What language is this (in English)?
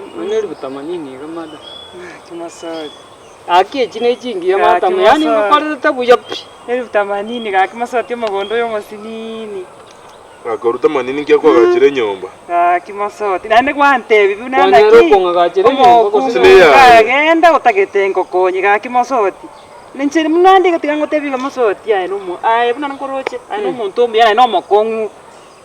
Gusii